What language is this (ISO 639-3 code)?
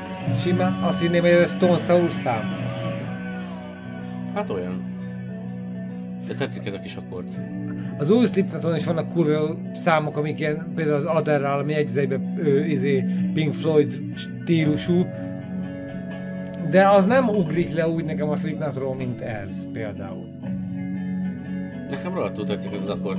hun